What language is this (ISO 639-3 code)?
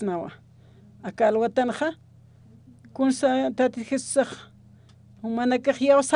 aym